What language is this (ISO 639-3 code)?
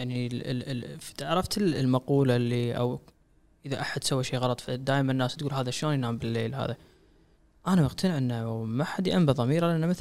afb